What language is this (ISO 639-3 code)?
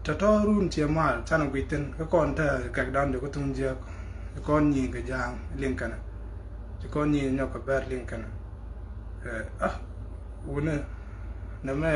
nus